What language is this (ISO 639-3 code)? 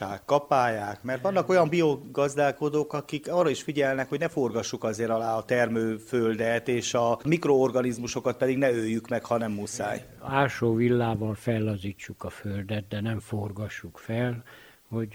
hun